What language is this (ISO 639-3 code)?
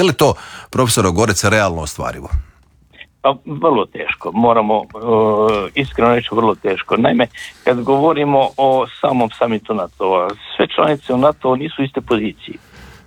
hrv